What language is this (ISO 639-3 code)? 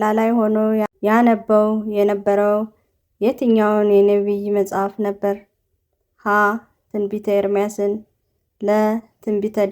amh